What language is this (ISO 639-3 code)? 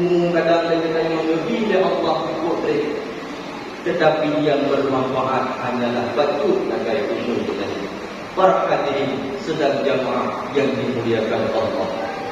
ace